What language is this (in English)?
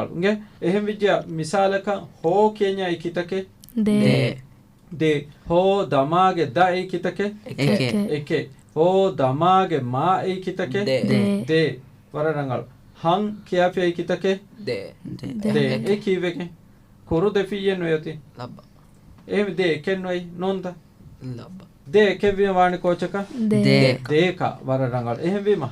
Divehi